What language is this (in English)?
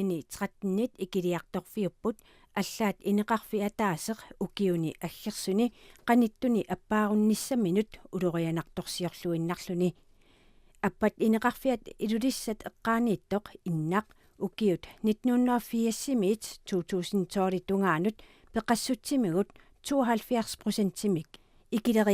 Kalaallisut